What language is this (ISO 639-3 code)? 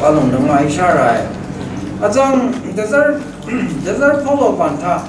raw